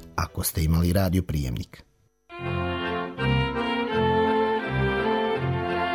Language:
Serbian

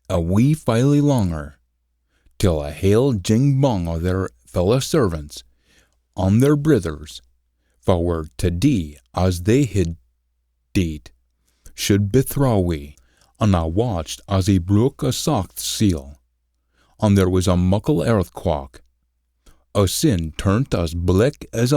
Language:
Scots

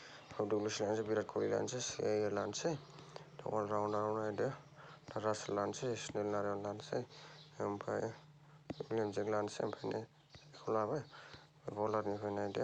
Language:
Bodo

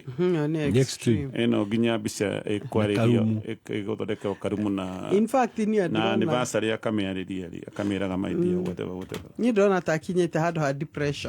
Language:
Kikuyu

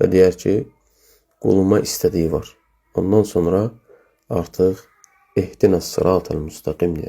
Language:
Azerbaijani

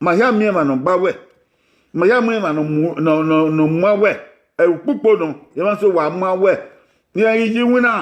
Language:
Bini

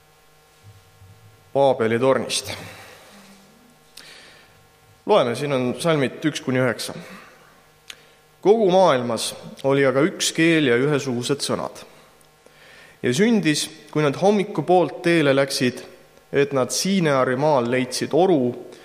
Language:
Estonian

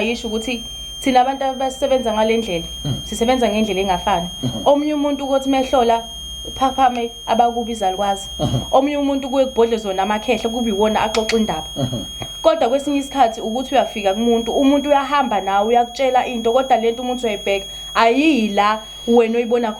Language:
Zulu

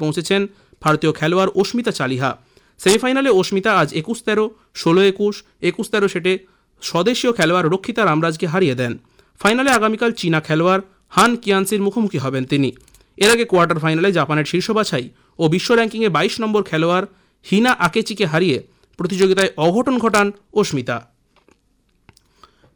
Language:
Bangla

